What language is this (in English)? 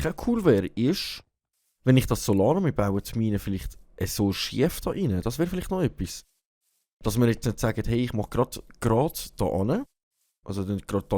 Swiss German